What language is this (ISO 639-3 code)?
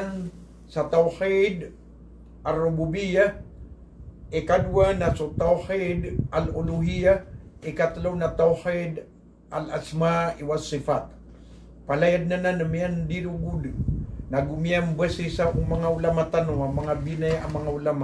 mrw